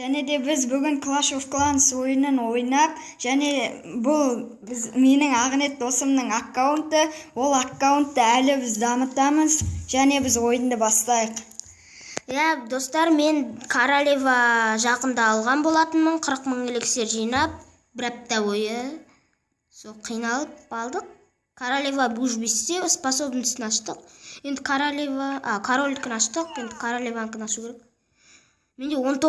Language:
Kazakh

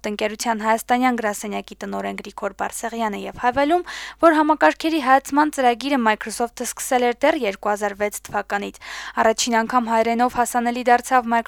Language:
Armenian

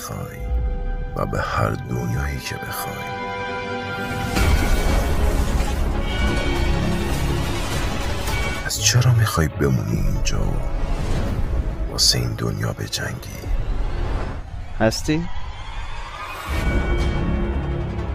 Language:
Persian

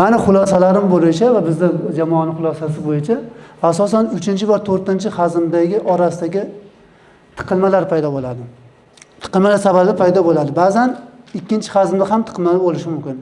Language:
Uzbek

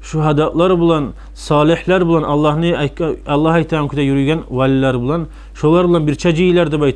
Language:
Kumyk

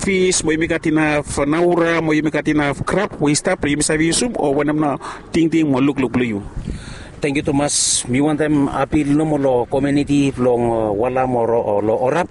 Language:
Bislama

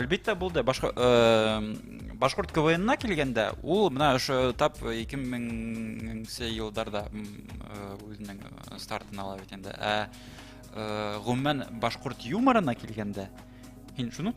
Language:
Bashkir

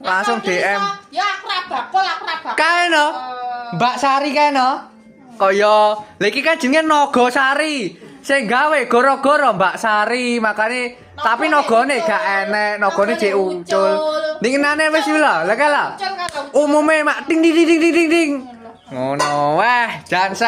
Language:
Javanese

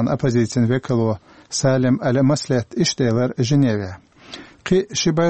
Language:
Chechen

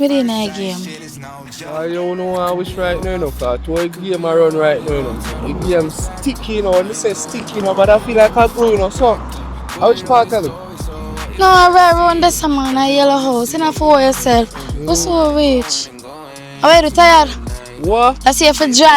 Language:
Jamaican Creole English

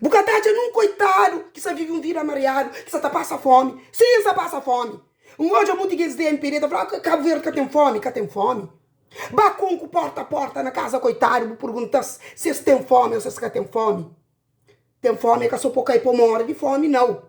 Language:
Kabuverdianu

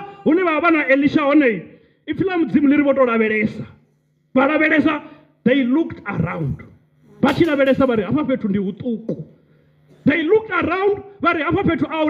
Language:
Venda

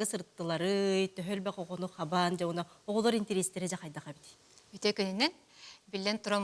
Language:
Yakut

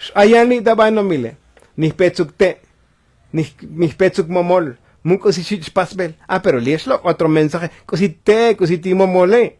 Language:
Tzotzil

